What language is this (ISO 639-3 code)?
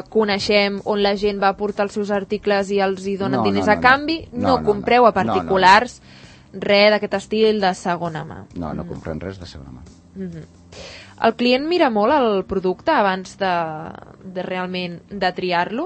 cat